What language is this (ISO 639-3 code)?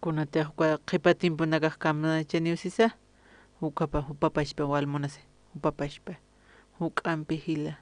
aym